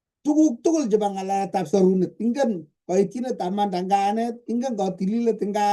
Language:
Kalenjin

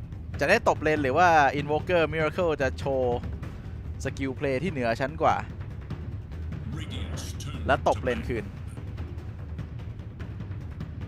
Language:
Thai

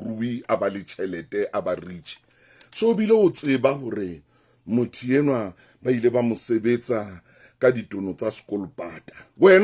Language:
Southern Sotho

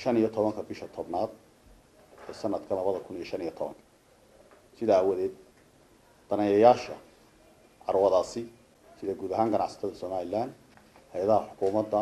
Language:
Somali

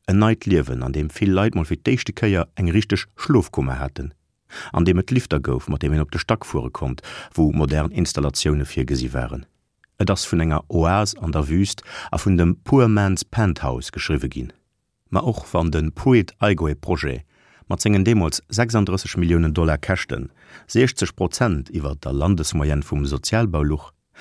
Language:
Luxembourgish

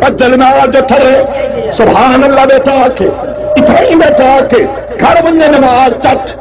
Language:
Saraiki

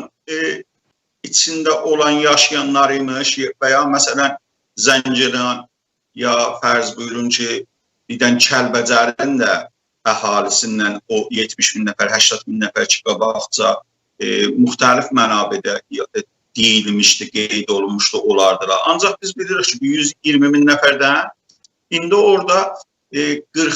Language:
South Azerbaijani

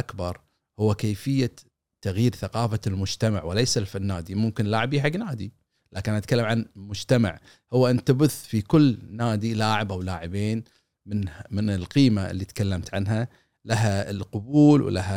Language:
Gulf Arabic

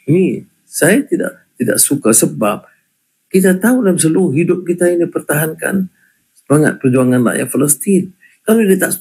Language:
Malay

